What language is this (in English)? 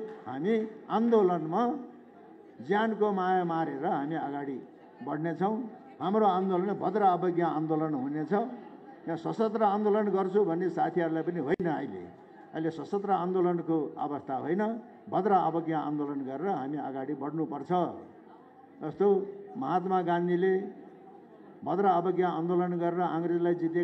Nepali